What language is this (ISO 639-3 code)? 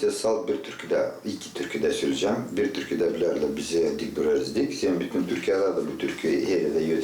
gag